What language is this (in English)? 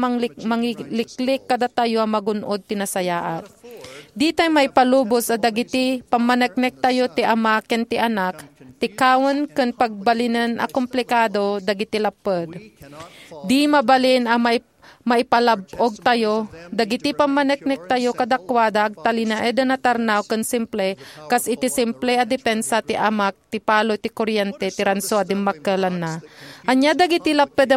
Iloko